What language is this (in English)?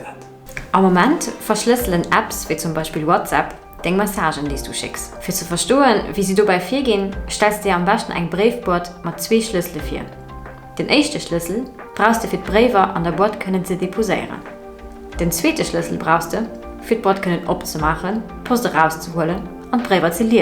Luxembourgish